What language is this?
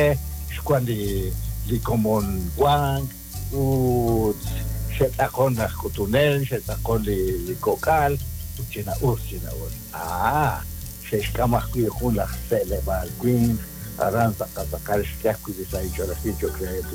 Kekchí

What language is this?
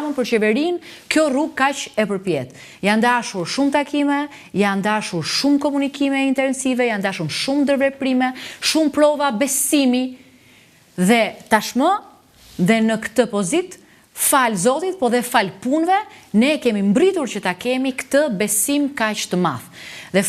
Albanian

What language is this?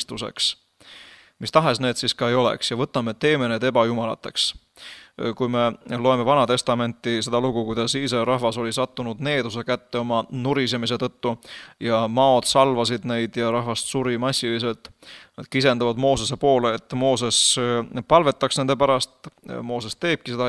Estonian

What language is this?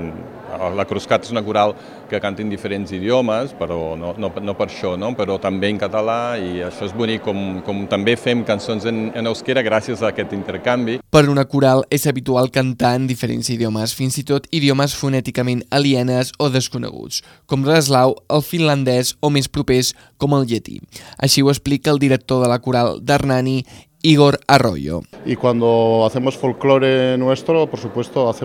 Catalan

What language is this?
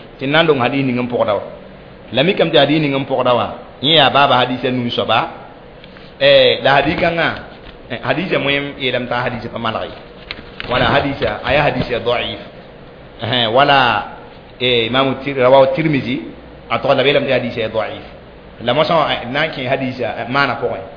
Mossi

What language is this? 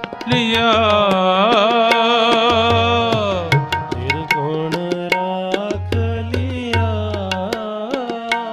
Punjabi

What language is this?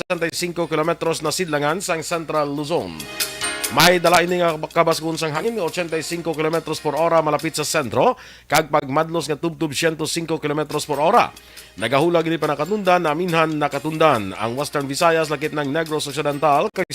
Hiligaynon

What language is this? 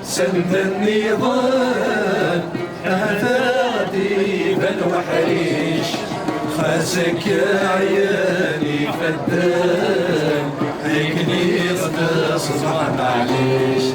Kabyle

